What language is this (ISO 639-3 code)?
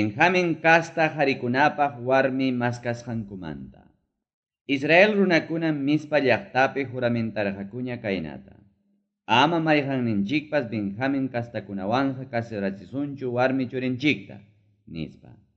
quy